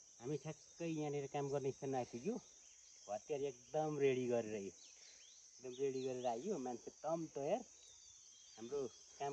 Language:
Nepali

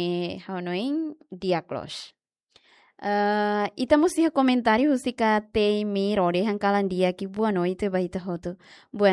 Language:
Tetum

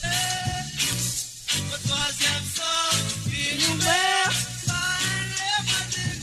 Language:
Morisyen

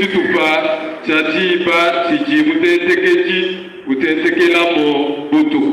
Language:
Luba-Lulua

